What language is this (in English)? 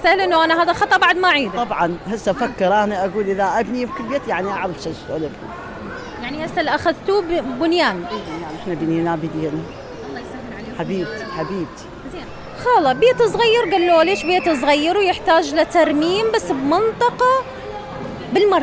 Mesopotamian Arabic